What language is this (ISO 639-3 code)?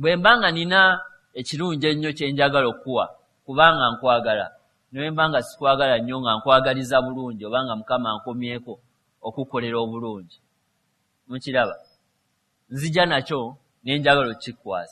lug